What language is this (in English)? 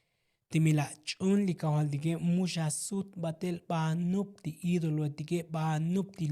Tzotzil